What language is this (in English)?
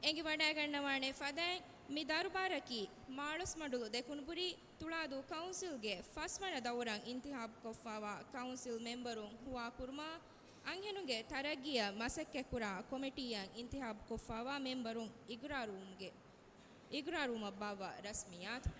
Divehi